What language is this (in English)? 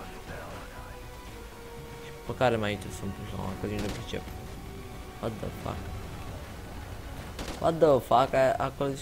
Romanian